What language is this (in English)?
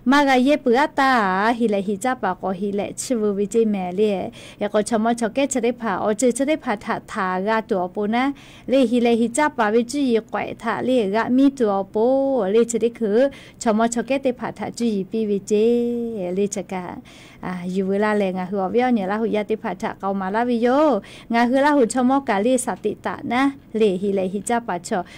Lahu